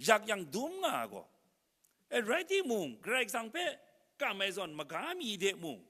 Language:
Kachin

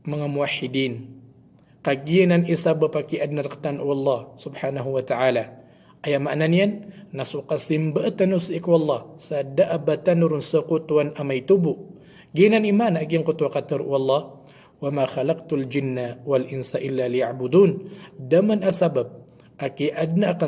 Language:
Maranao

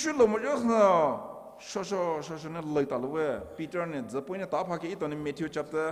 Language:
Poumei Naga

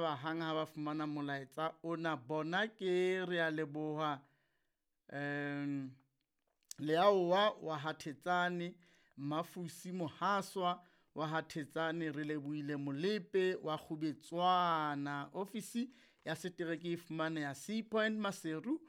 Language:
Southern Sotho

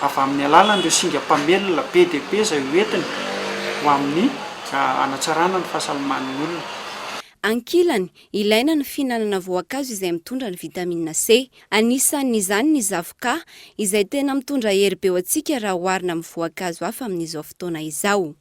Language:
Malagasy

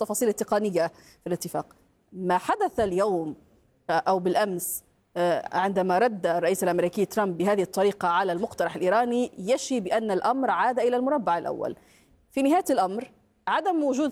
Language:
Arabic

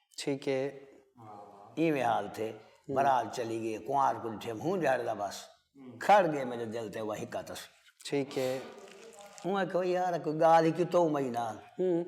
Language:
Saraiki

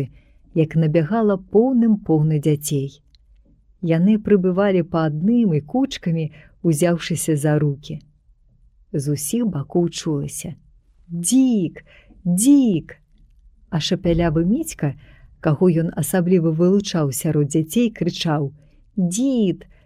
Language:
Belarusian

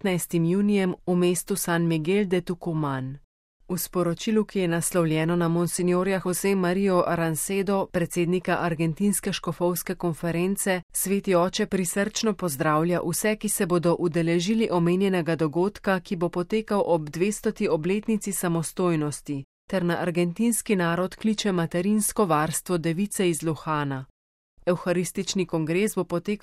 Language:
Slovenian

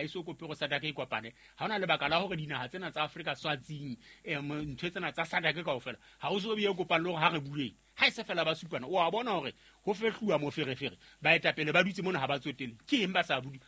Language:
Southern Sotho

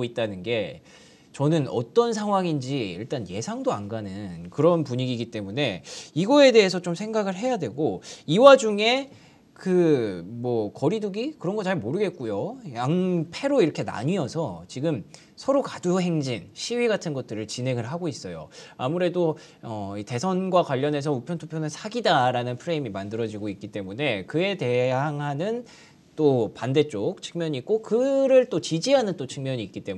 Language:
Korean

